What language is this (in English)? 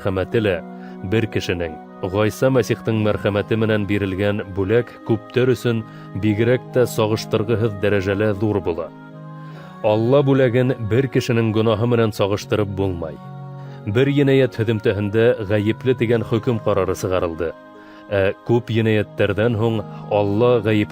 Bashkir